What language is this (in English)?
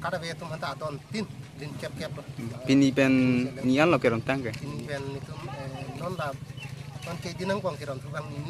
Karbi